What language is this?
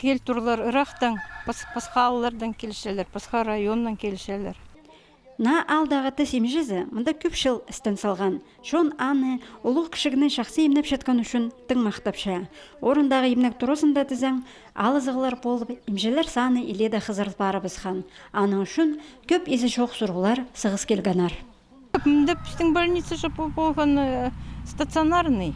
Khakas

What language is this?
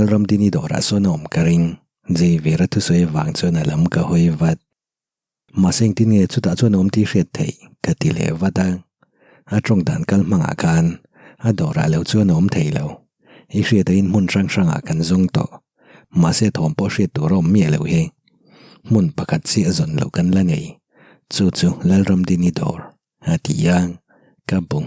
Mizo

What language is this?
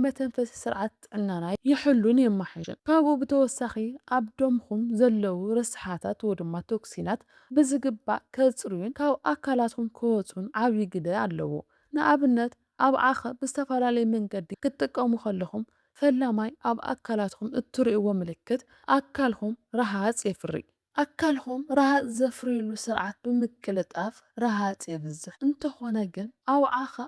Tigrinya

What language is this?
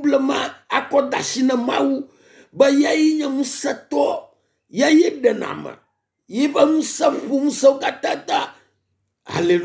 Ewe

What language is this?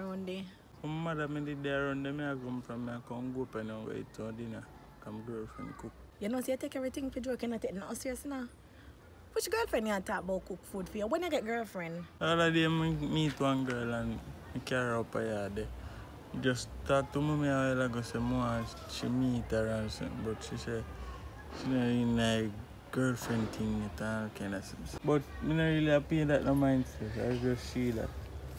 Jamaican Creole English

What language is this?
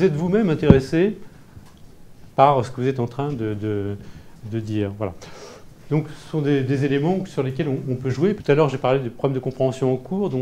French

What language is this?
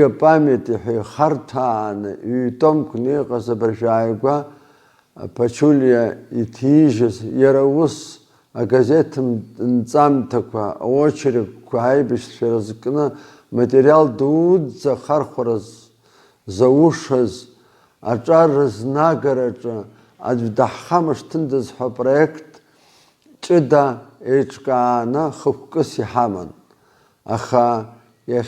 Abkhazian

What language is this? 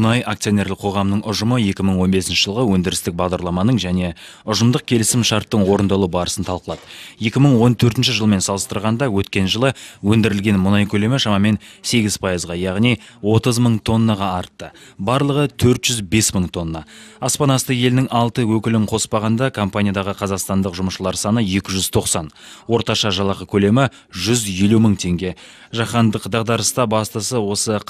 Kazakh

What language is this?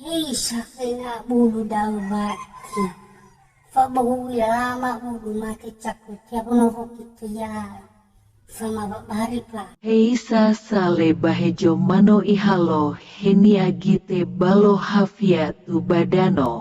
Nias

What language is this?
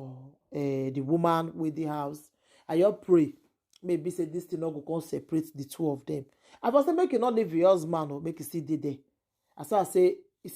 Nigerian Pidgin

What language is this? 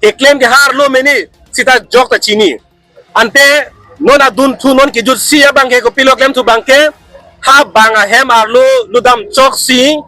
Karbi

